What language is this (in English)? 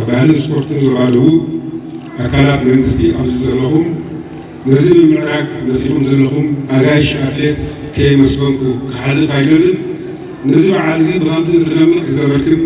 Tigrinya